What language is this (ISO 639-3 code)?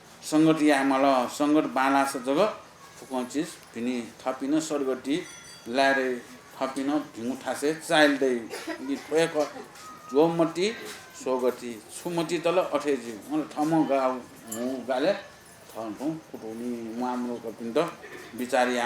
new